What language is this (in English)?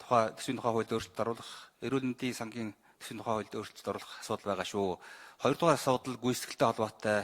Mongolian